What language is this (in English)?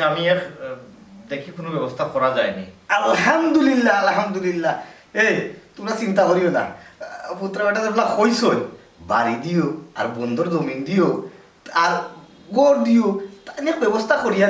Sylheti